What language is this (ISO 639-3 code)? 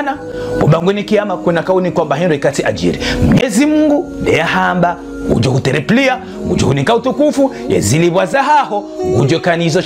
zdj